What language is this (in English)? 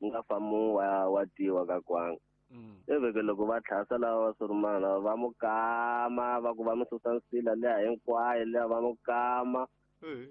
Tsonga